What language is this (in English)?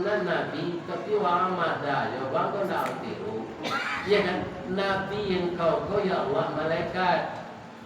Minangkabau